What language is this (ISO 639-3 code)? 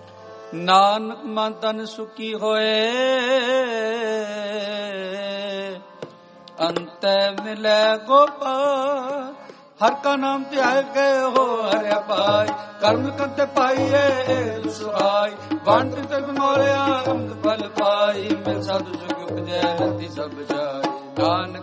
pan